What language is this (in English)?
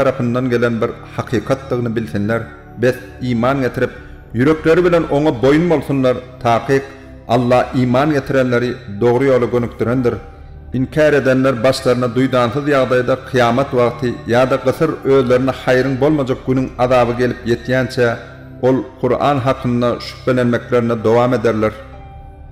Turkmen